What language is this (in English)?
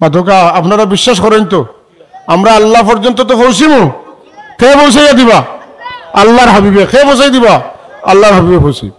Sylheti